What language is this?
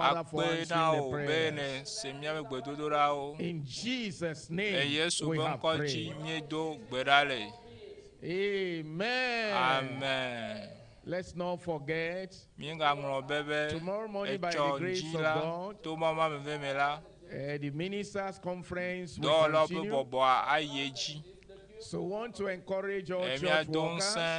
Ewe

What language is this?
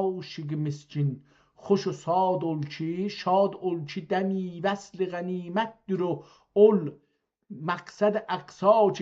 South Azerbaijani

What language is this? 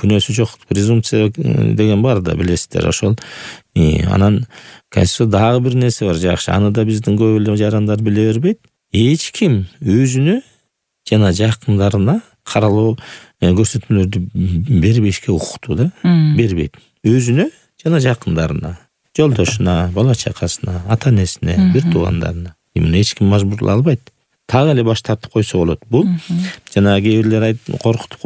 Kyrgyz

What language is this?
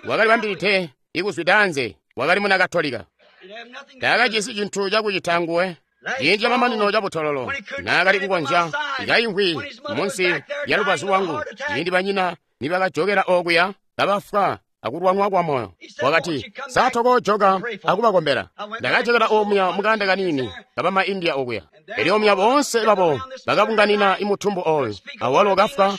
Tonga (Zambia)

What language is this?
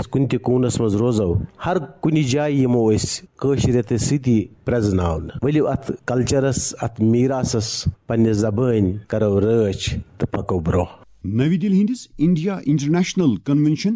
Kashmiri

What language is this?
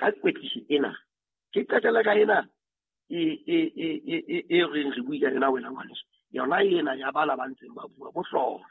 Southern Sotho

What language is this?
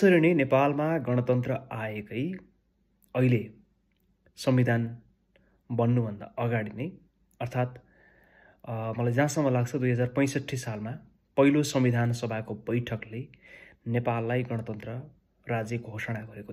Nepali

